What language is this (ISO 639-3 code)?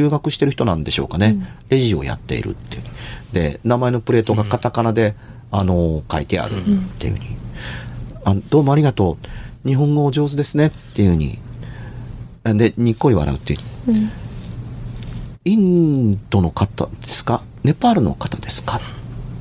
jpn